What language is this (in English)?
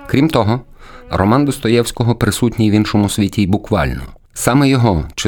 Ukrainian